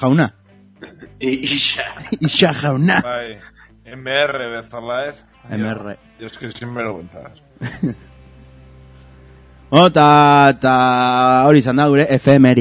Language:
Basque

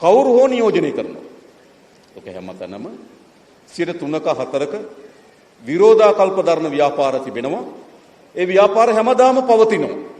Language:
Sinhala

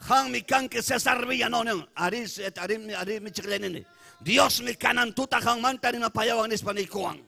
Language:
Ayacucho Quechua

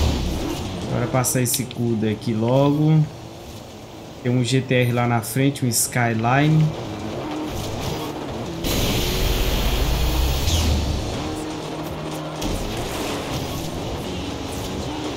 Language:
Portuguese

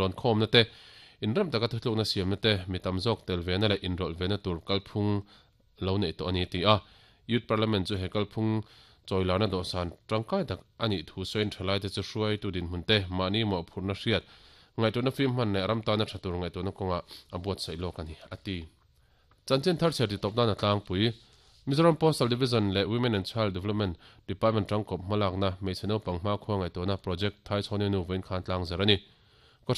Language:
Mizo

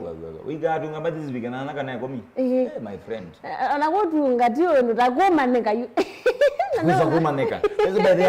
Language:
Kamba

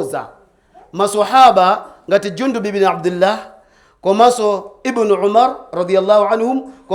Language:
Nyanja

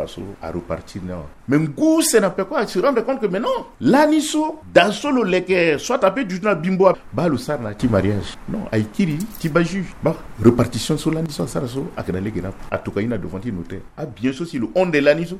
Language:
Sango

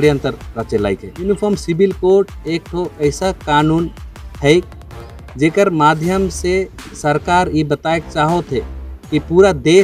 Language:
Sadri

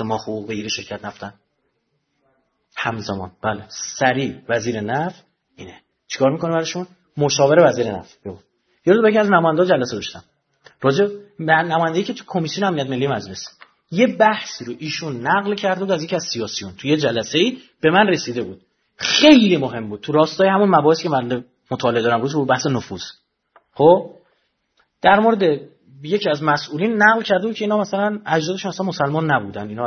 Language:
Persian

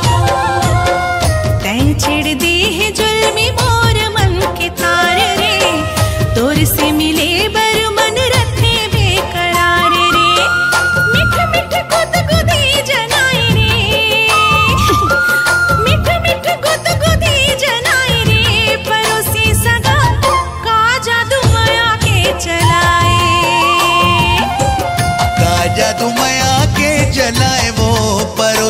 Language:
Chhattisgarhi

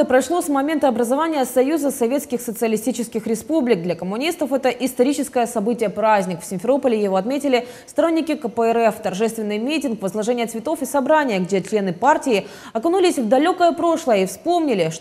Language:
Russian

